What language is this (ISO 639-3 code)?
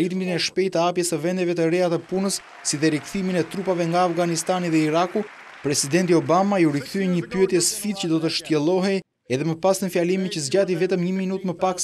sqi